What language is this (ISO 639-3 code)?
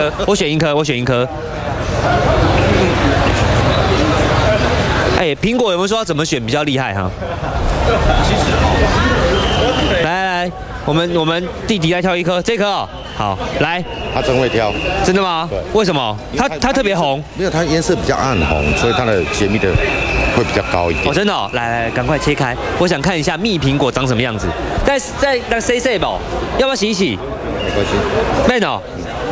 zho